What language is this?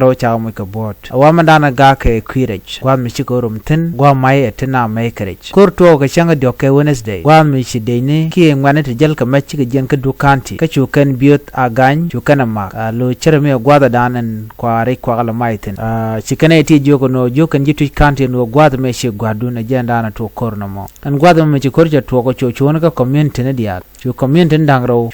Nuer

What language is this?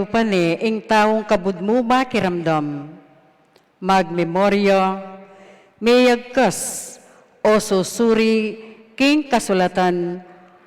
Pampanga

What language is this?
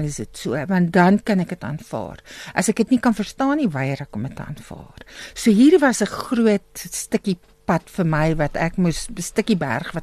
Afrikaans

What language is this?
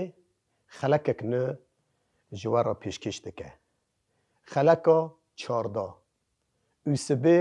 Kurdish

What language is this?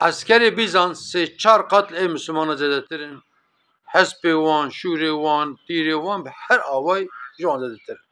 Kurdish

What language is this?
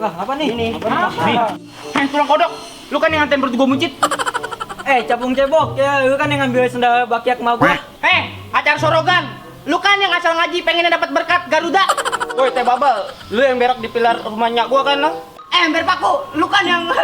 Betawi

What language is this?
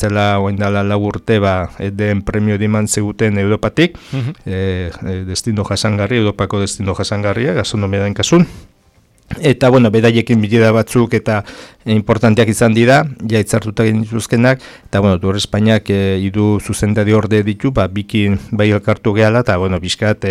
Basque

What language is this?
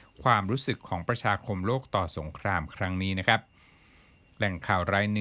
Thai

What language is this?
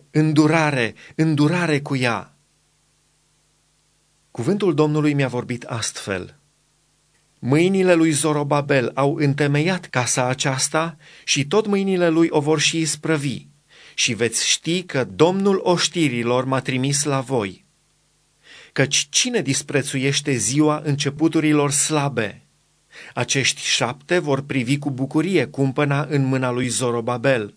Romanian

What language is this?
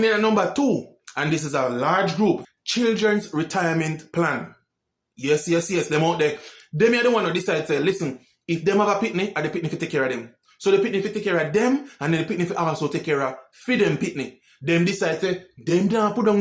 Jamaican Creole English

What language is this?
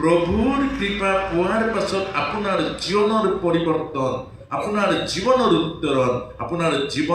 Assamese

